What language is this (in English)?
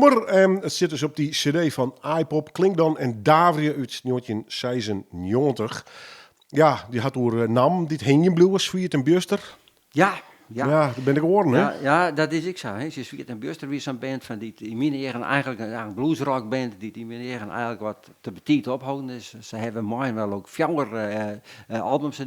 Western Frisian